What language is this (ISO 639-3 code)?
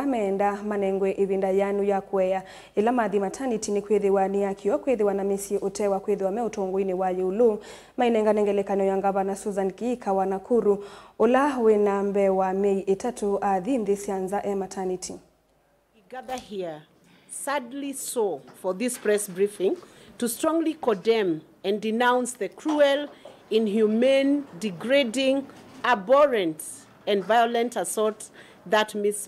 kam